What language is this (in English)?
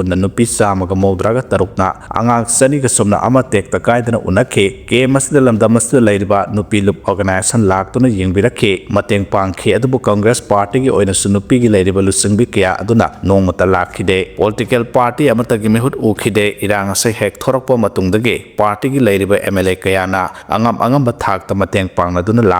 Manipuri